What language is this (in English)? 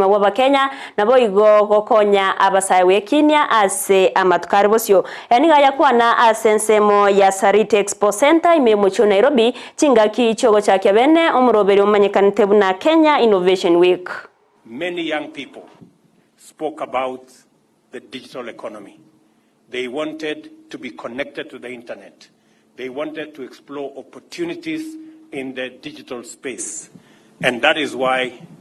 Gusii